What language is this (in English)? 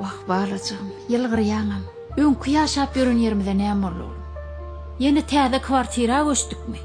Turkmen